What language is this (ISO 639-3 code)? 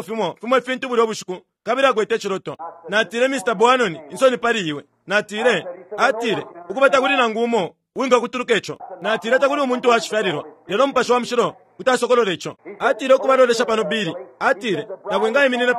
bem